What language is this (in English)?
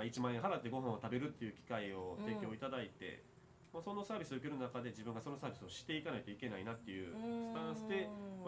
Japanese